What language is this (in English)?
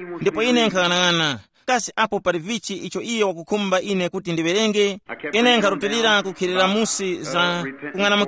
Tumbuka